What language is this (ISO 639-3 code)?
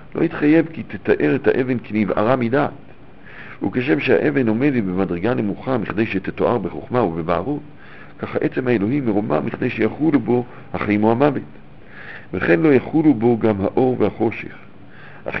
heb